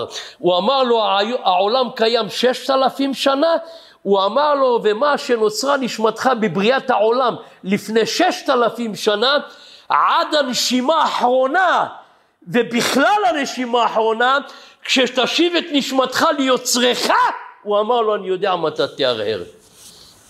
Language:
Hebrew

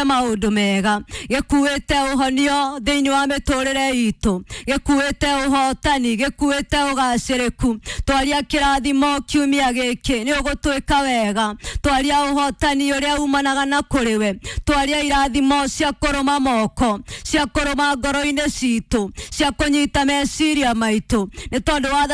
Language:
Kikuyu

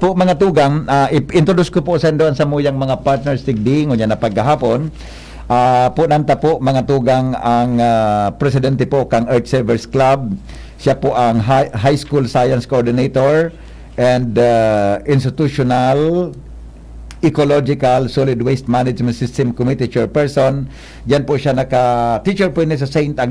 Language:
Bikol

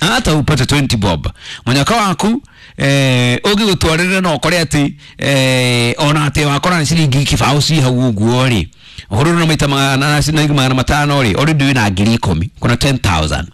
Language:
Kikuyu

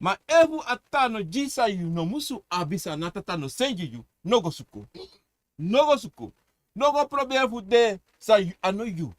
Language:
Sranan Tongo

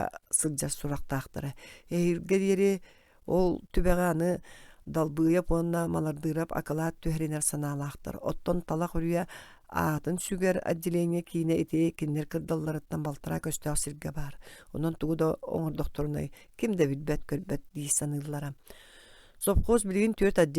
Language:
Yakut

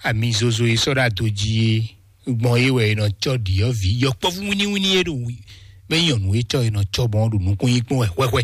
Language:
Fon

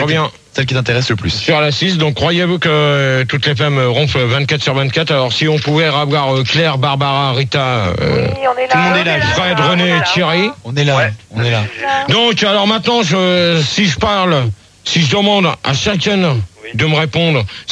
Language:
French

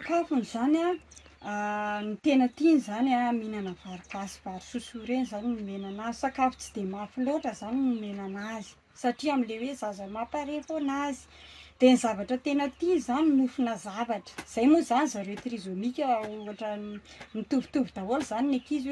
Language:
Malagasy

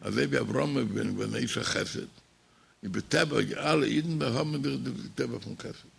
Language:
Yiddish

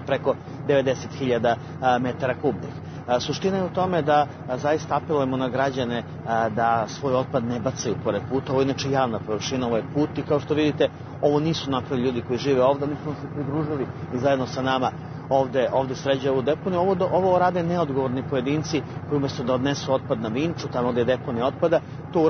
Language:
Serbian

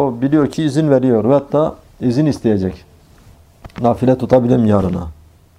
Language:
Turkish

